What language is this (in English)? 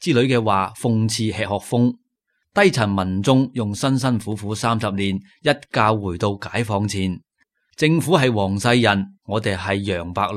Cantonese